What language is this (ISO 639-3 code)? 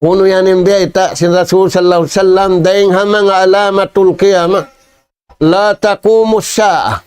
tsg